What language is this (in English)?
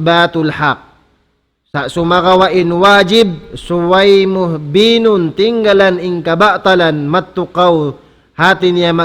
Tausug